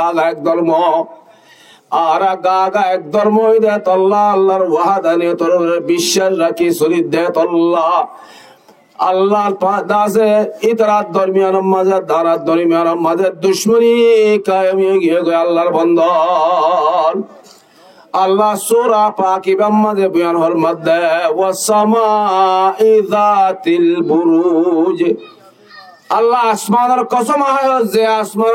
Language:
Rohingya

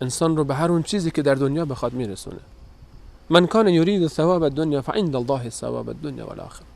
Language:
Persian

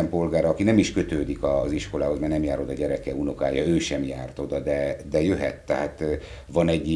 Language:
Hungarian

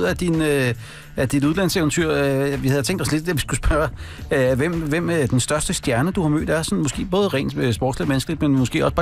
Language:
Danish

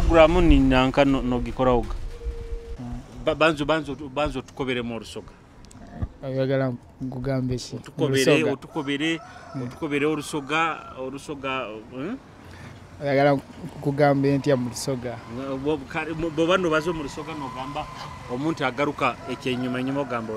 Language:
Tooro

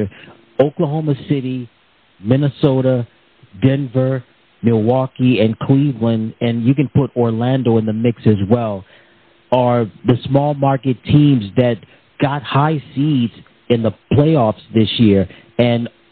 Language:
English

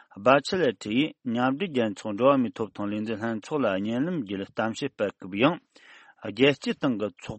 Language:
Tibetan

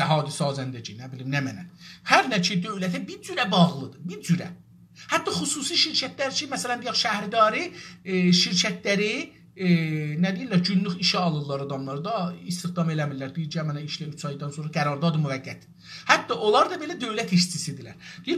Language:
South Azerbaijani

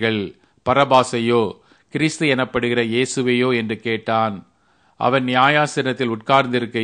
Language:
Tamil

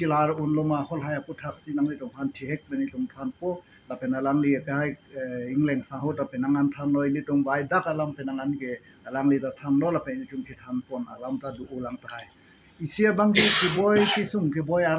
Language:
Karbi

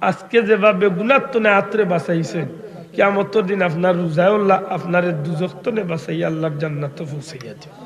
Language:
Sylheti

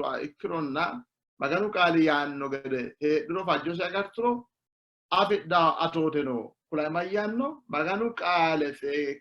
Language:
Sidamo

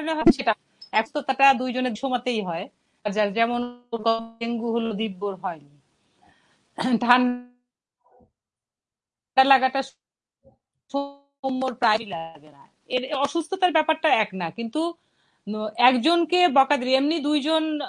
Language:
Bangla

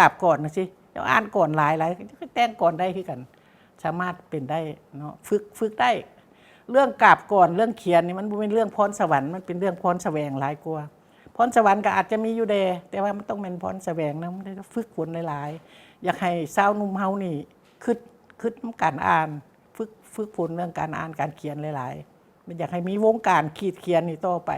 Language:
Lao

